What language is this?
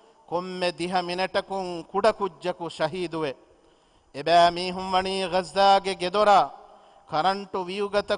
Divehi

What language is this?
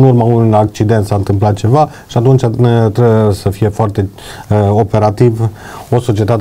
Romanian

